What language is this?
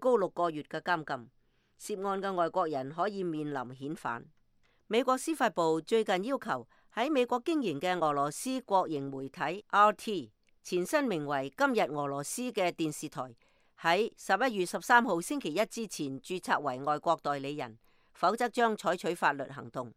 Cantonese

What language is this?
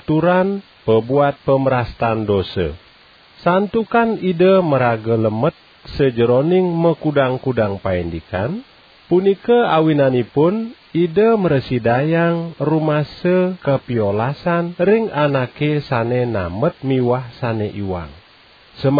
Balinese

